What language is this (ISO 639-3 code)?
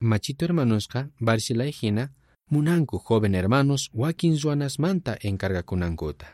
quh